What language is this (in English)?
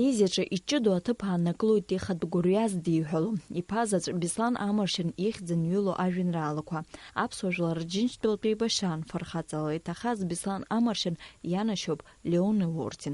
Abkhazian